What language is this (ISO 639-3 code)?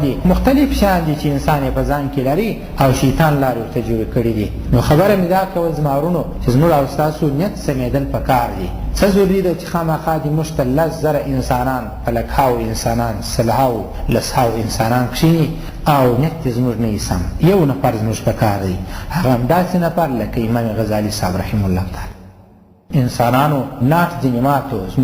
pus